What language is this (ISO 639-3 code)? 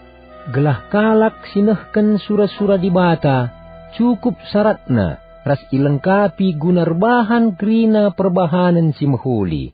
btx